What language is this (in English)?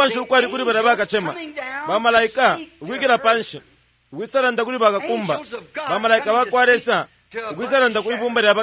Bemba